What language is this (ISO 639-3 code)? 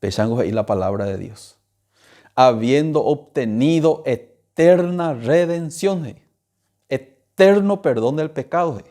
grn